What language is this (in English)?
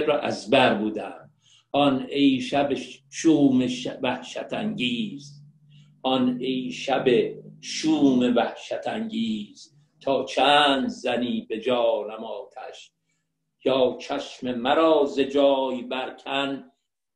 Persian